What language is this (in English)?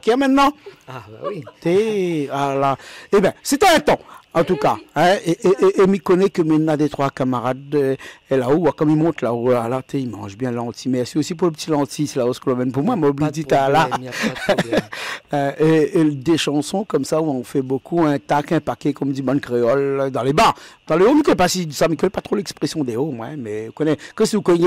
Réunion Creole French